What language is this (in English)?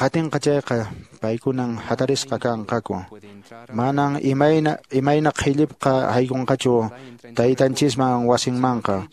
Quechua